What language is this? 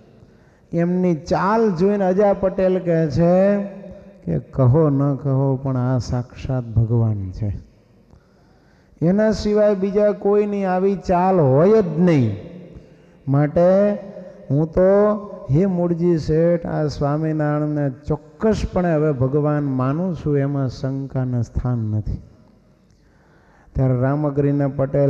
Gujarati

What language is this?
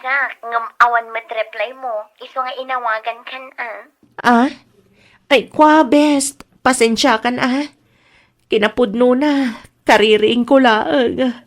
Iloko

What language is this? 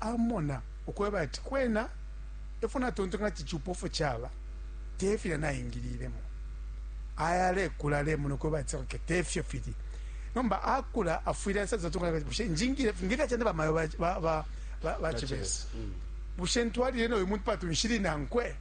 Bemba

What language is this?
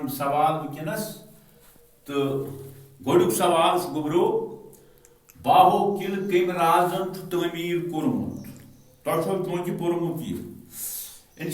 Kashmiri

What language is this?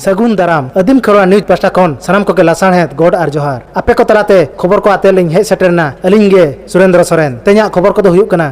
Santali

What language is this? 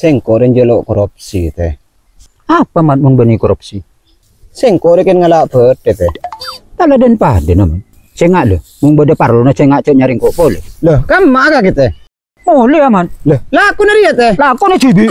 Madurese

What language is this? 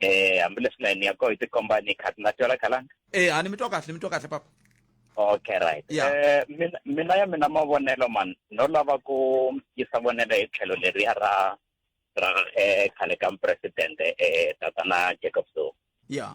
Tsonga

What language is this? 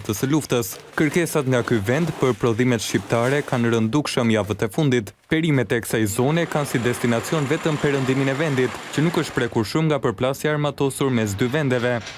Albanian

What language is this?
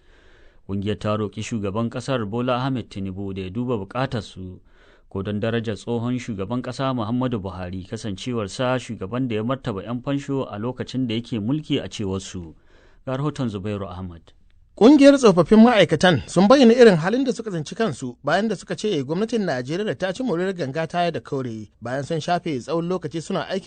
Hausa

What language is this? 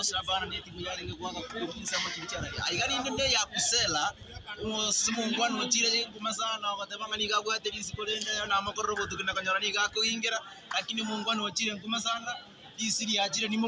Gusii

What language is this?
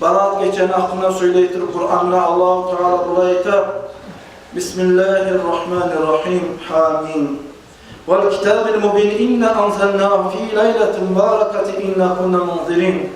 Kumyk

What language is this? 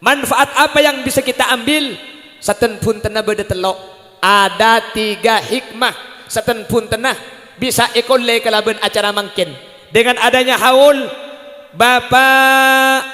Madurese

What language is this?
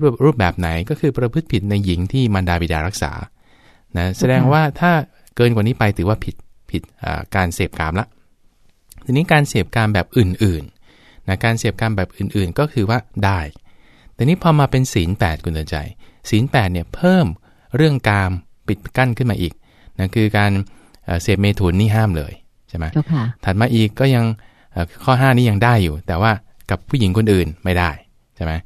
Thai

